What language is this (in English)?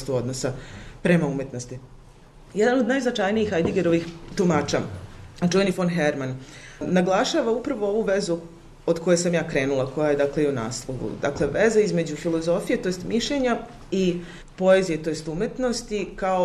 Serbian